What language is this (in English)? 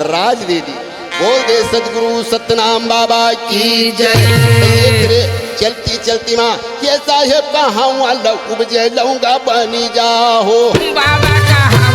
Chhattisgarhi